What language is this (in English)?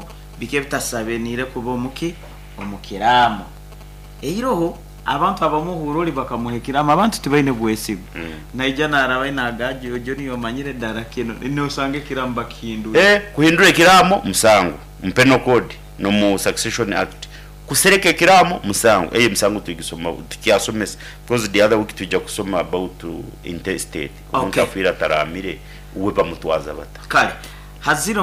Nyankole